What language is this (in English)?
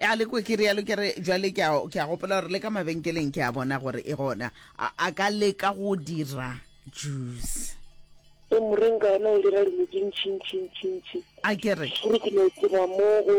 Northern Sotho